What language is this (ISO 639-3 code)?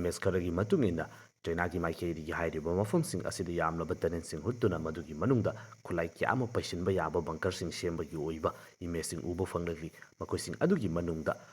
mni